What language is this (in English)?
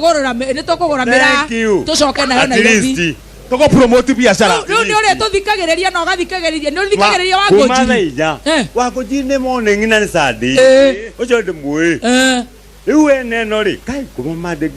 Kikuyu